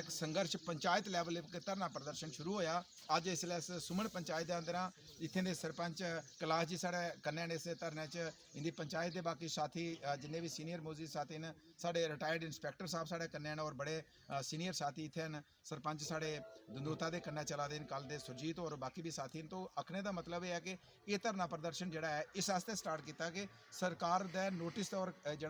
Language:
Dogri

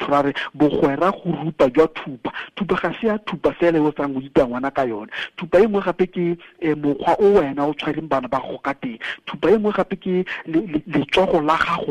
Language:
Tswana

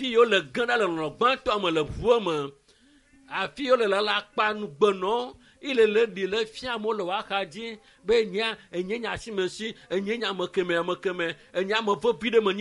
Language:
Ewe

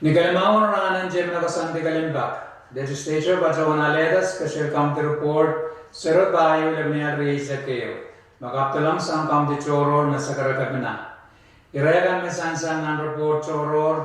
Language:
Pohnpeian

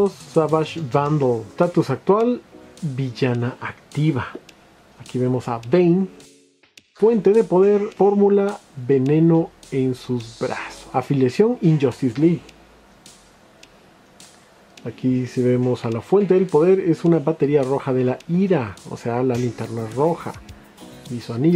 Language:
Spanish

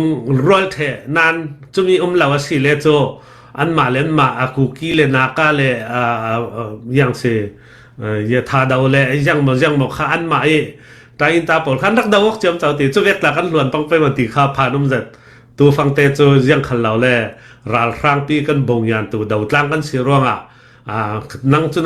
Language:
Falam Chin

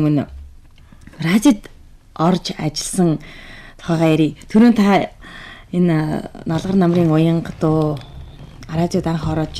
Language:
Mongolian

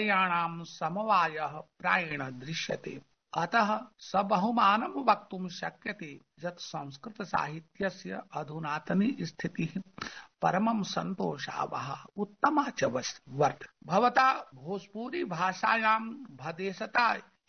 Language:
Sanskrit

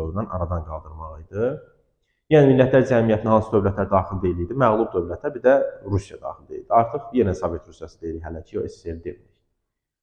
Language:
Azerbaijani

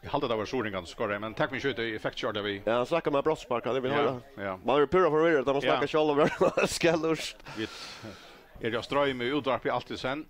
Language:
Faroese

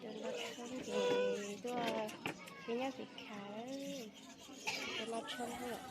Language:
Hmong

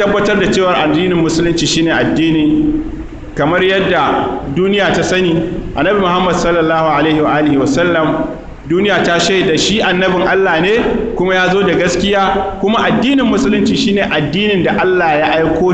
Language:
Hausa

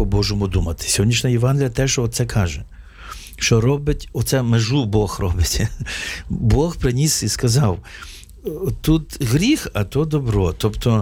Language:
Ukrainian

